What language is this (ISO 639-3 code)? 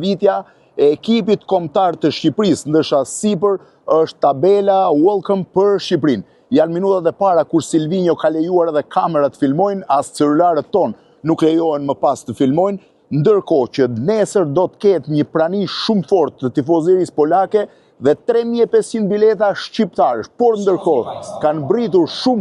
sqi